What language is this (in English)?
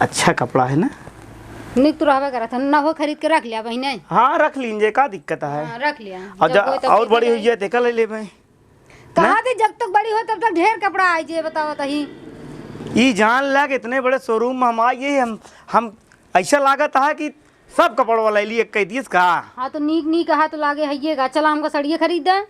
Awadhi